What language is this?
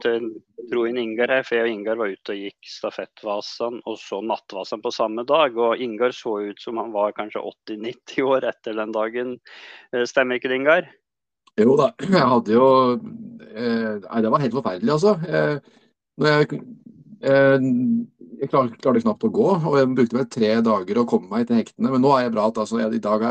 Norwegian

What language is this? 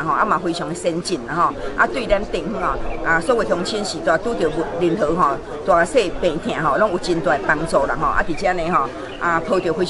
Min Nan Chinese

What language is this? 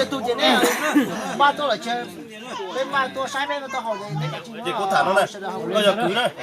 Hmong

